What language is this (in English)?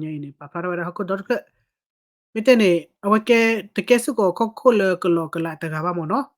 S'gaw Karen